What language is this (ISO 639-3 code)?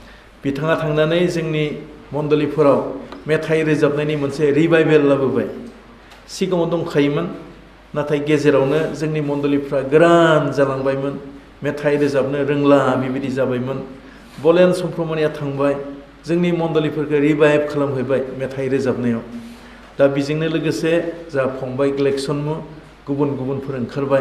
brx